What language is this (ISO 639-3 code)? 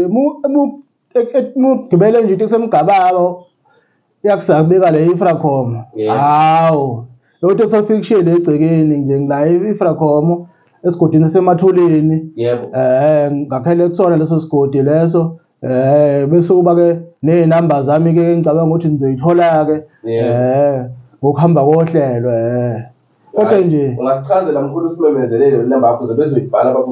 zul